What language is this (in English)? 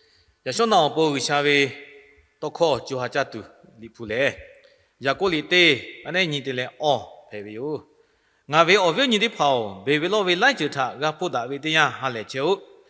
Lahu